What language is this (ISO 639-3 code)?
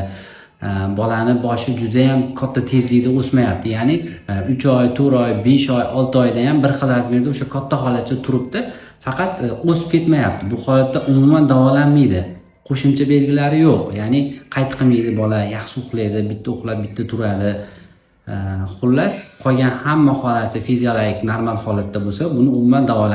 uzb